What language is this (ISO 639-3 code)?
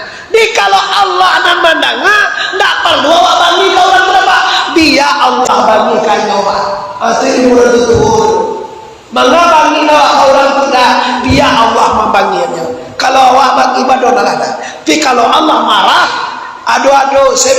min